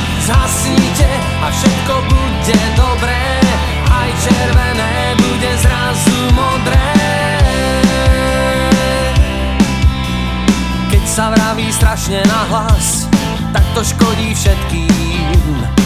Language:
Slovak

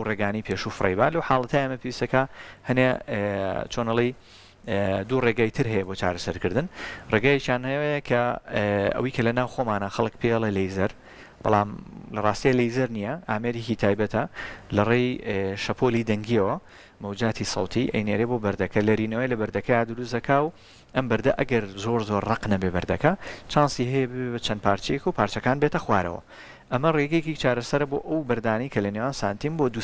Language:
Central Kurdish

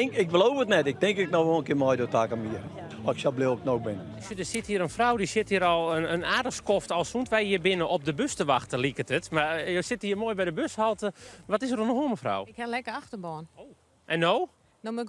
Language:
Western Frisian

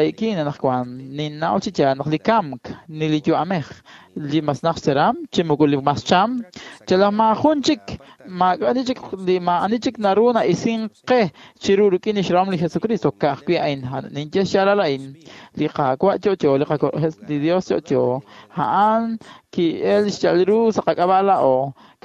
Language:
Kekchí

